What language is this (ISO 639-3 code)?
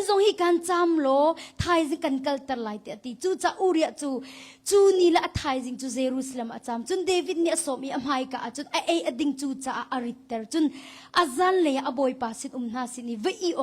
cnh